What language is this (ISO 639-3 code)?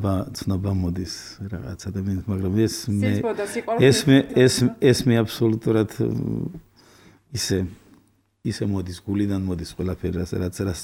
kat